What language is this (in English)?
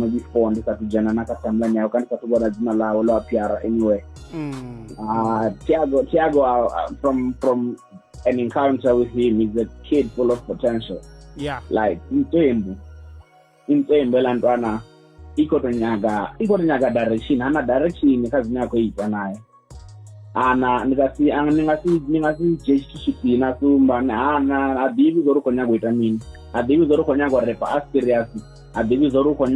Venda